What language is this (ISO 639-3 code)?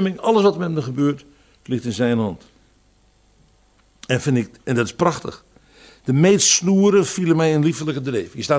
nld